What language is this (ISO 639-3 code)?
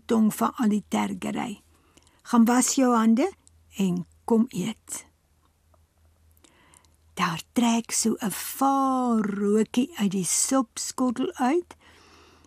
afr